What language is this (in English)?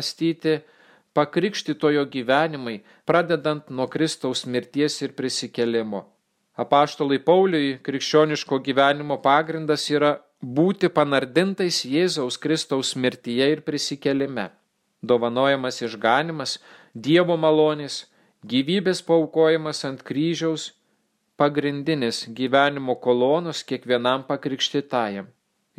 Lithuanian